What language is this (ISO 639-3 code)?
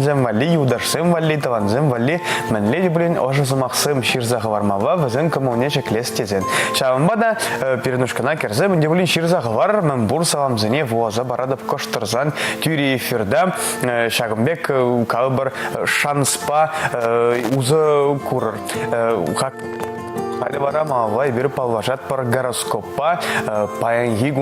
chv